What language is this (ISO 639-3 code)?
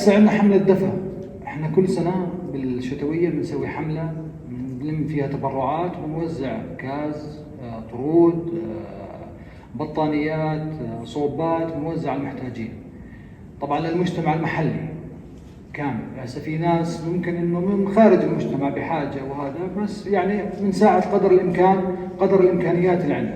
apc